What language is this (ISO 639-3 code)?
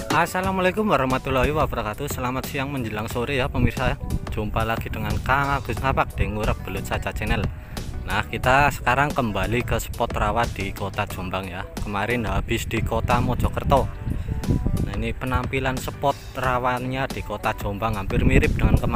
ind